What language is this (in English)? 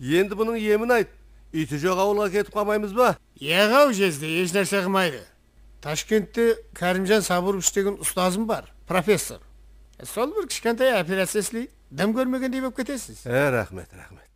Kara-Kalpak